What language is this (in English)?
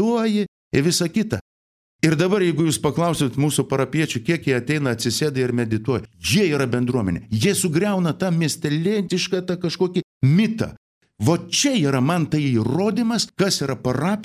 Lithuanian